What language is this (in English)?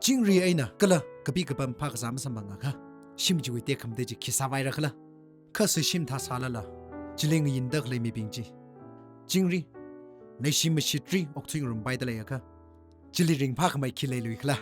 Tangkhul Naga (India)